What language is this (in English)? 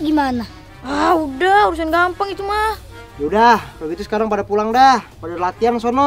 Betawi